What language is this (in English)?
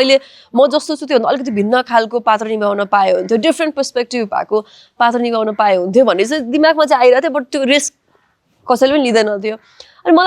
Nepali